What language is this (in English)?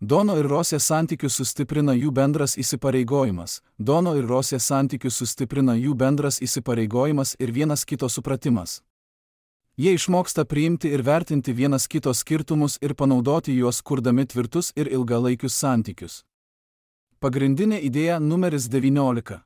Lithuanian